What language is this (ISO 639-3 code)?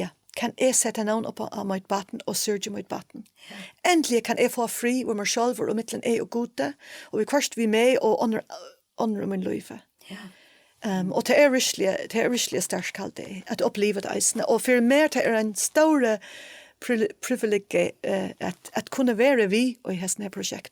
fao